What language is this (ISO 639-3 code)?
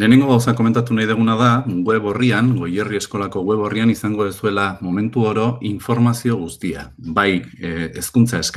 eus